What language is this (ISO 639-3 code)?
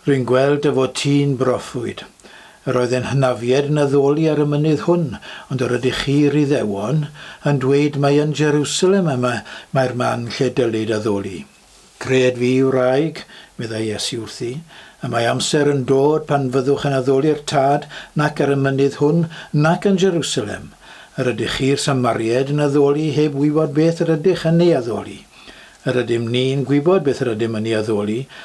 cym